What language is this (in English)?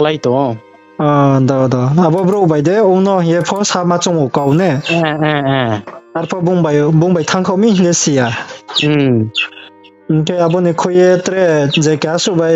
Riang (India)